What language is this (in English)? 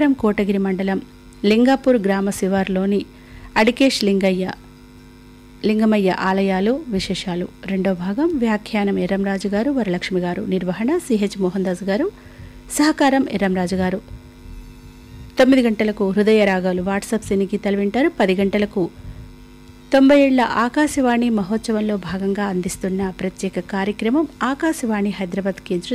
Telugu